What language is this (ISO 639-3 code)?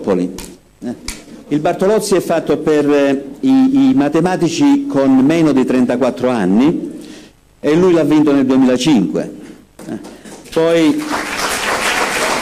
ita